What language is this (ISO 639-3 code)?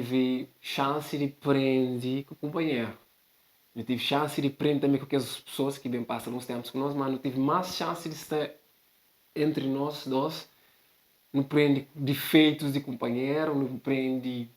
kea